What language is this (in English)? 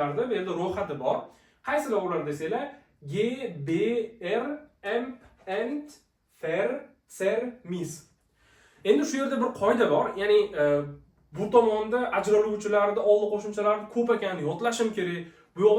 Uzbek